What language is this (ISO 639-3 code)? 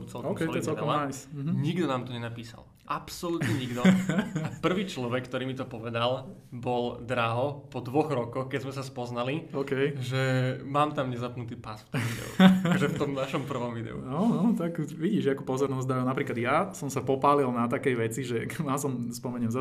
slk